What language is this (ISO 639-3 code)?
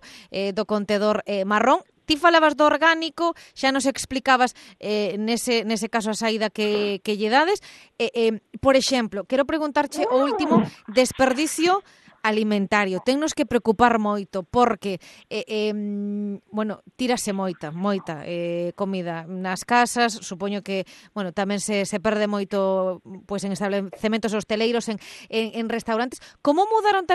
glg